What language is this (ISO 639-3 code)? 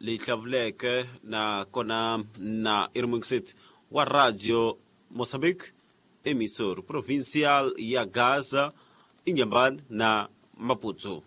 tso